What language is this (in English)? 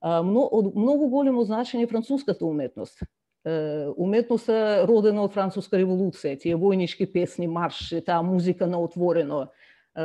Macedonian